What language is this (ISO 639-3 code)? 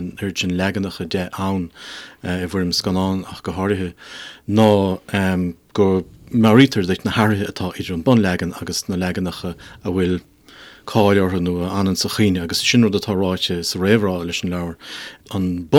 gle